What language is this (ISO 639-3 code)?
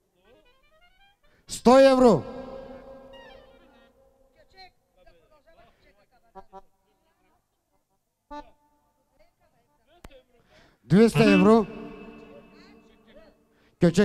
bul